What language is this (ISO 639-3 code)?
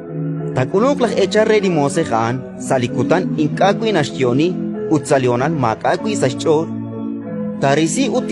kek